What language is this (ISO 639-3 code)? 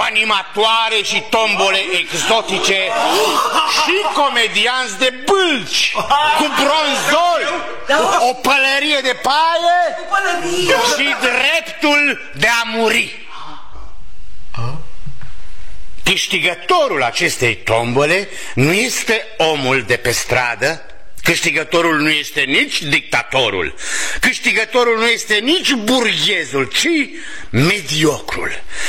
ron